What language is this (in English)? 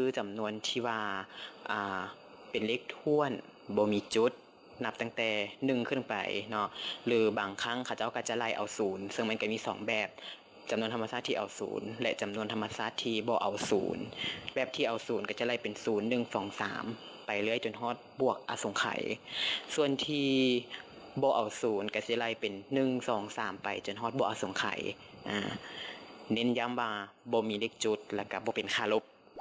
Lao